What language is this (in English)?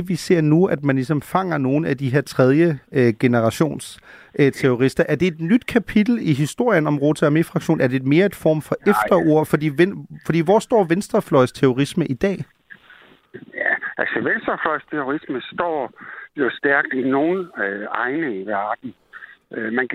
Danish